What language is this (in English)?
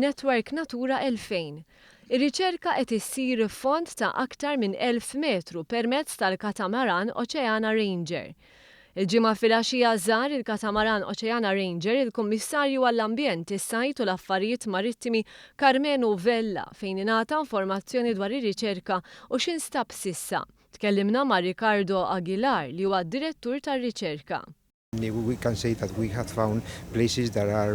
Maltese